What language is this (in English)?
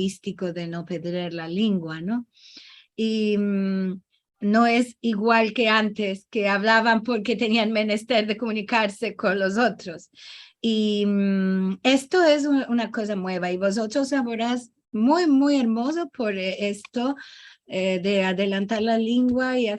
Ladino